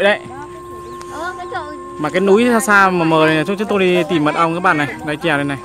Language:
Vietnamese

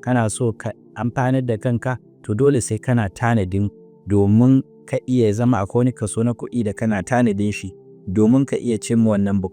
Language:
Hausa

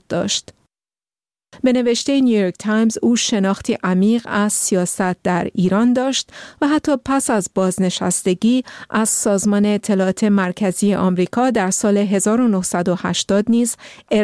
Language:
Persian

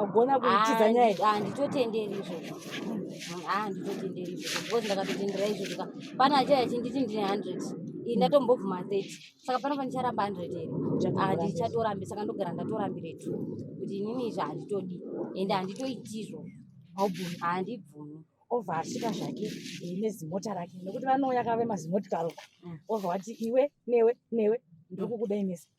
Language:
Shona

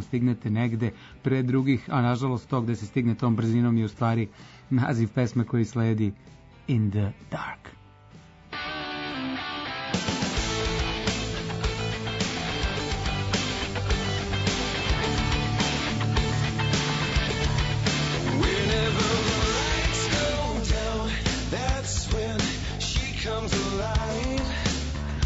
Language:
Serbian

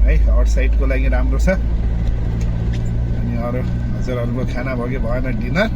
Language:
Nepali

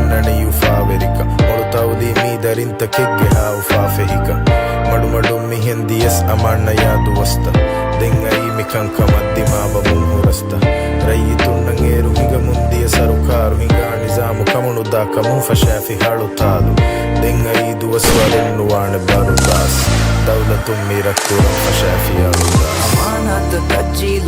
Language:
Divehi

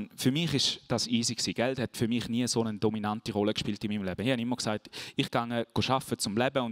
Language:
Swiss German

